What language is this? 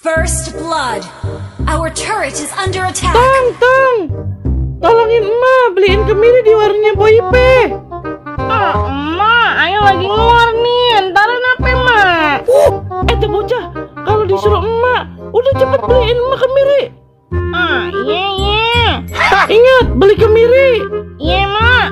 Betawi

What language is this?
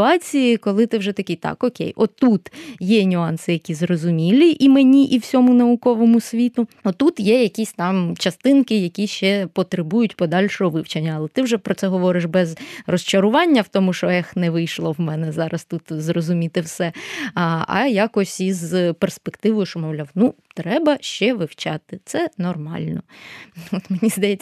Ukrainian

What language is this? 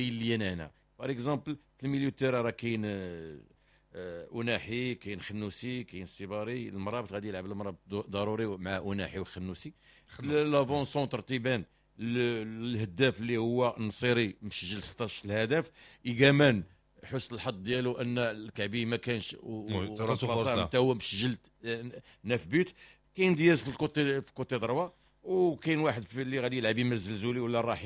Moroccan Arabic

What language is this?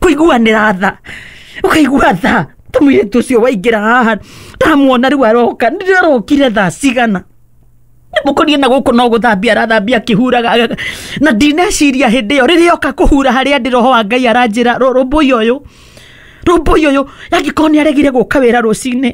Kikuyu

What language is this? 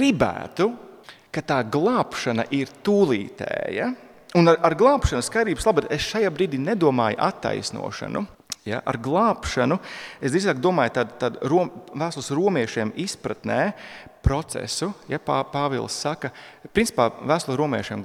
Latvian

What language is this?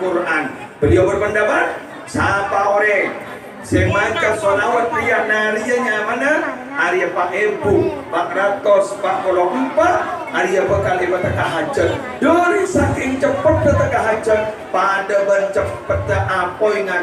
Madurese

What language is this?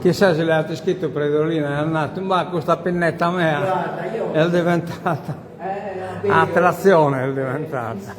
Sardinian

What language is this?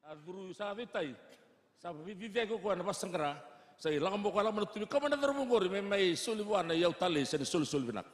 Fijian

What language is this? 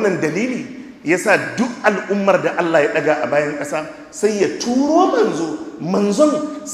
Hausa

